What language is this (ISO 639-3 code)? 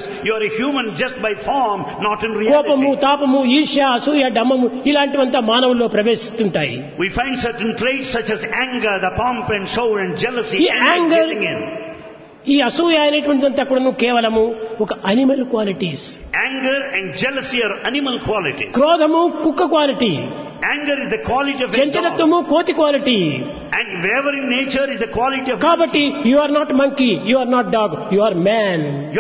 tel